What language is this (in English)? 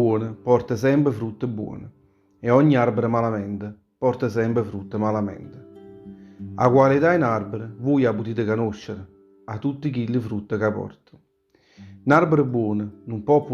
Neapolitan